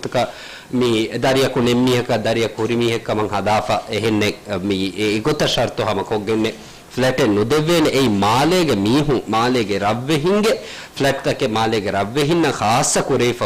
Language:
Divehi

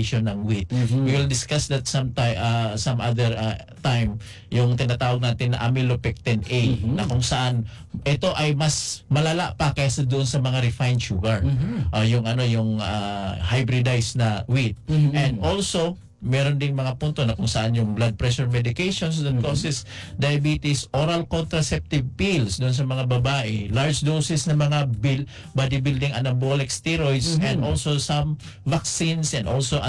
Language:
Filipino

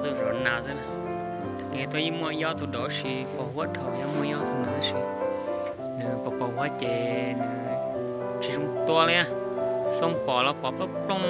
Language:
Hmong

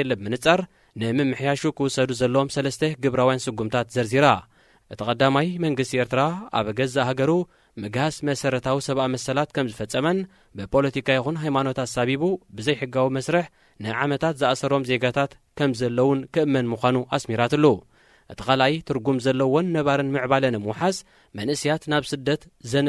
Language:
Tigrinya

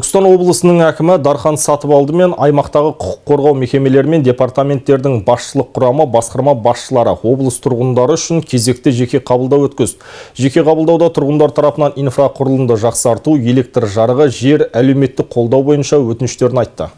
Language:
Kazakh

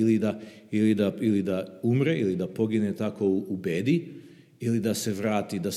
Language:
Serbian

